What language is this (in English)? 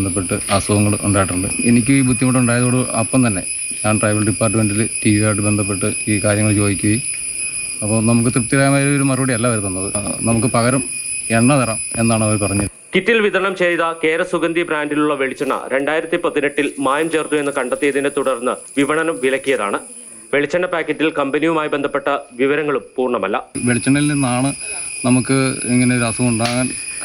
Malayalam